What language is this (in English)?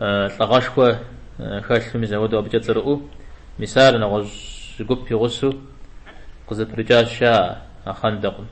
Kabardian